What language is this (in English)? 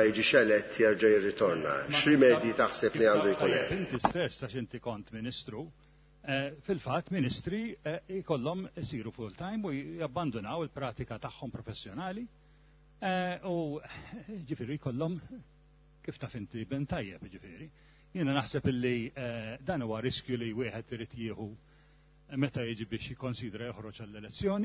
Maltese